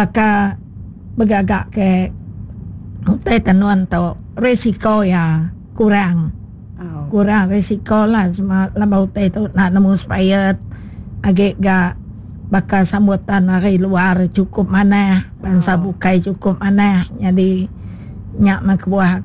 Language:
Iban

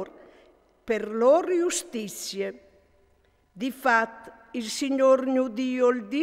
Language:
Friulian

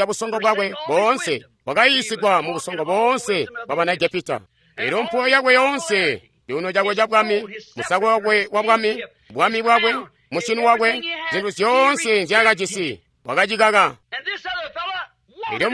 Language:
Tonga (Zambia)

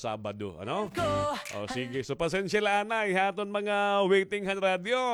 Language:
Waray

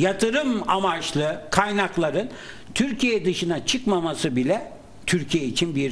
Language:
Turkish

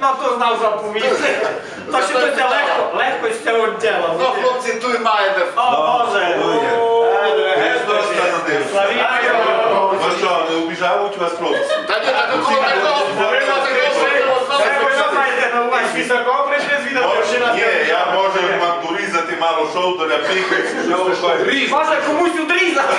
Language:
Rusyn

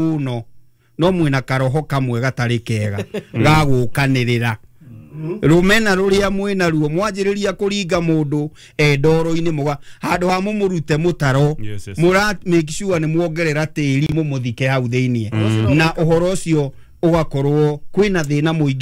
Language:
Kikuyu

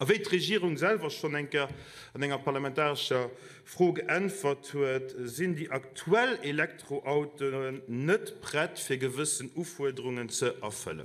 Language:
Luxembourgish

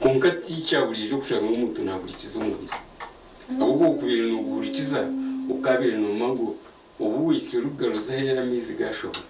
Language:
Nyankole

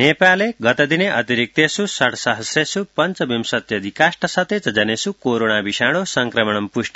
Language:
Sanskrit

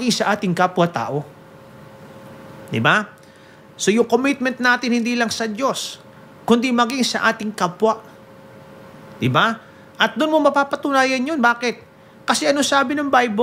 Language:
Filipino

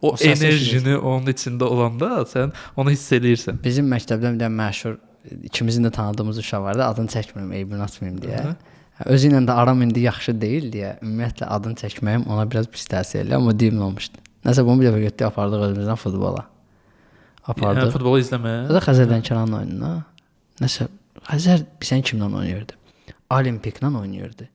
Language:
Azerbaijani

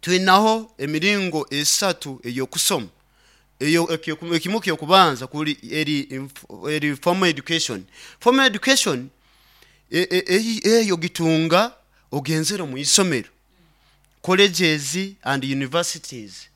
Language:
Nyoro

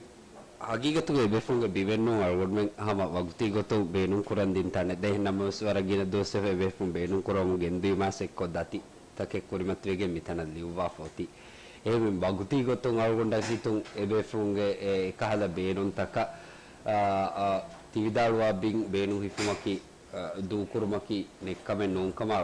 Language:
Divehi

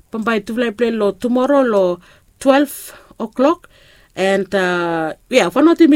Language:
Bislama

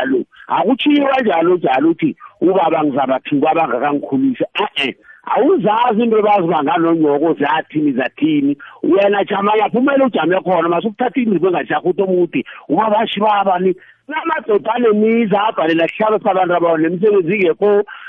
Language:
South Ndebele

